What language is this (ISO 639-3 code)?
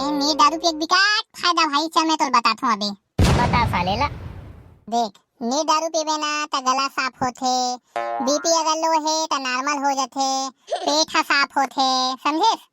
hne